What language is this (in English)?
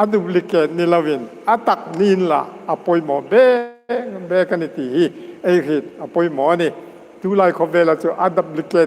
Hmar